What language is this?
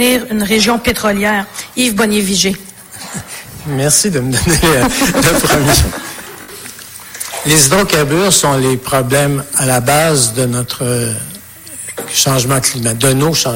French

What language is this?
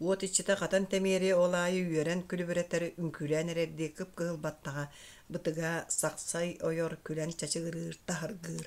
Yakut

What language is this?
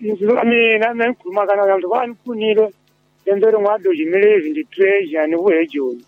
Tsonga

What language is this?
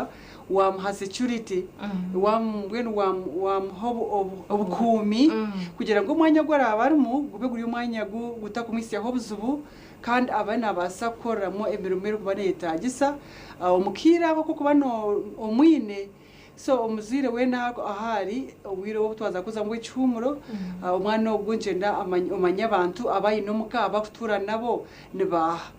Nyankole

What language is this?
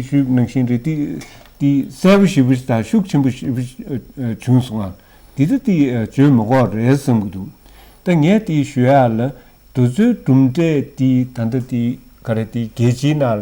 Tibetan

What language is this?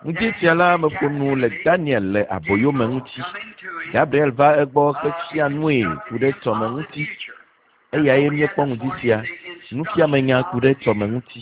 Ewe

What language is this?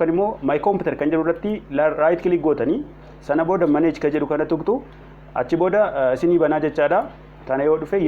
Oromo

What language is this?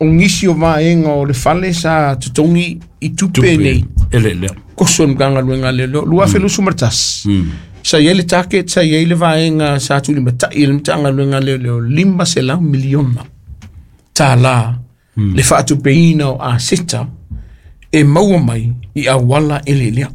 Samoan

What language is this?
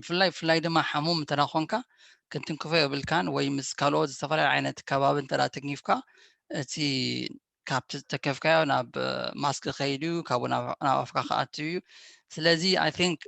Tigrinya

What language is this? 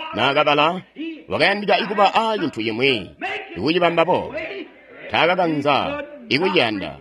Tonga (Zambia)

